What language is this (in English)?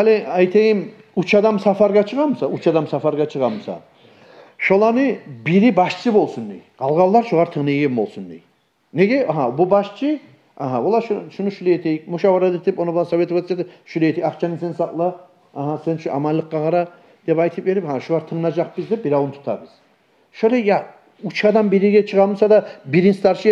Kumyk